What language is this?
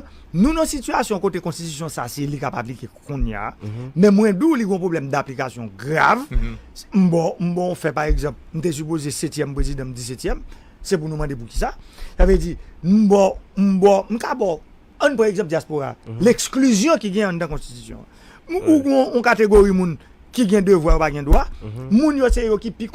Haitian Creole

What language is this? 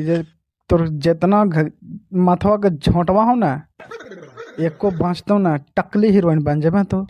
Magahi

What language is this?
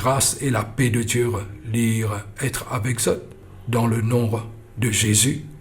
Morisyen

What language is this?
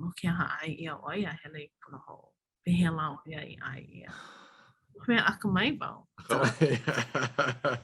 Hawaiian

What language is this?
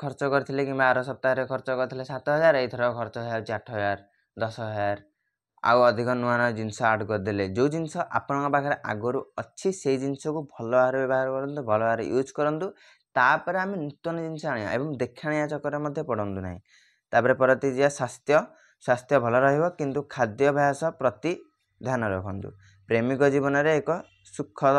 Odia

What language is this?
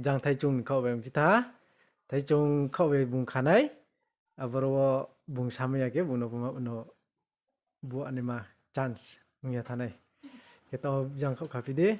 Riang (India)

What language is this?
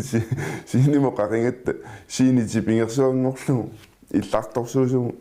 Kalaallisut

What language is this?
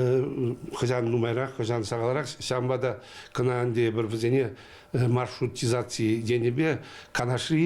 Chuvash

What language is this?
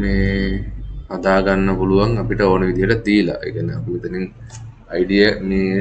Sinhala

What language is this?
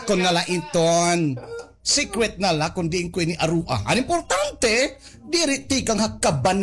Waray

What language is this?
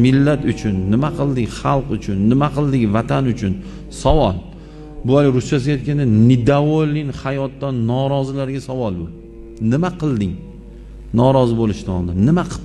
Uzbek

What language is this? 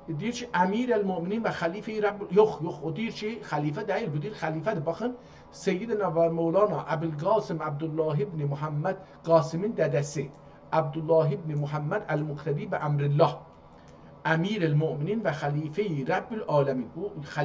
South Azerbaijani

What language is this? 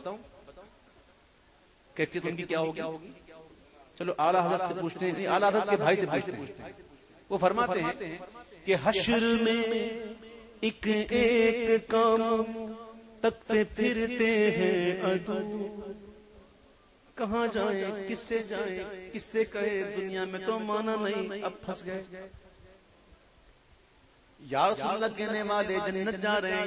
Urdu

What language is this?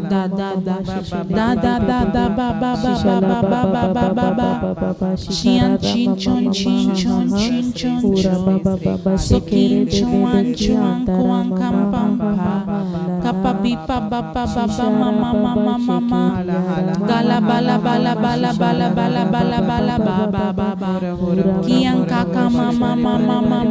Tem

